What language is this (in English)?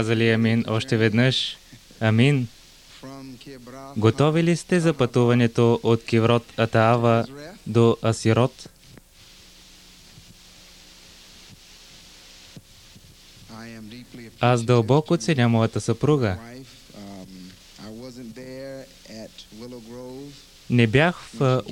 Bulgarian